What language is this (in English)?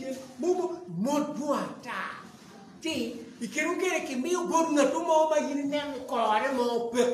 Acoli